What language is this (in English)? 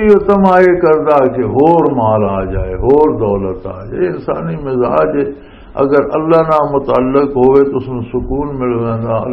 Western Panjabi